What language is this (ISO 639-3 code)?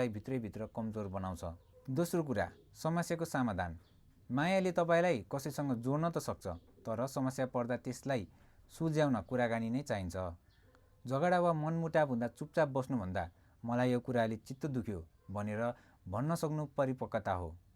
nep